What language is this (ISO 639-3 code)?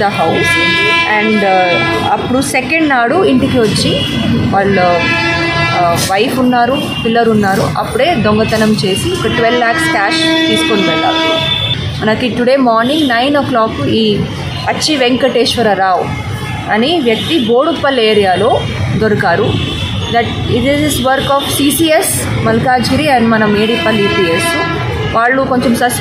tel